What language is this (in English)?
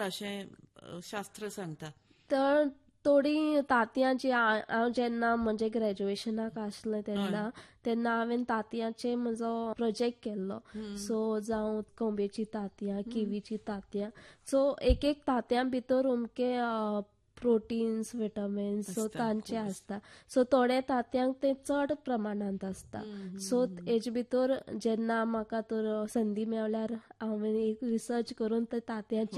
Konkani